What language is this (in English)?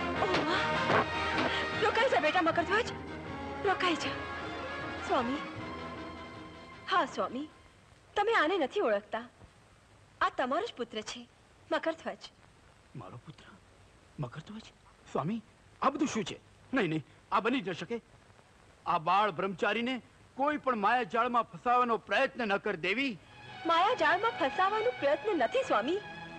Gujarati